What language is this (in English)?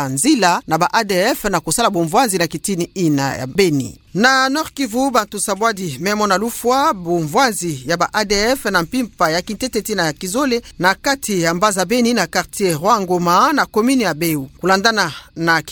Kituba (Democratic Republic of Congo)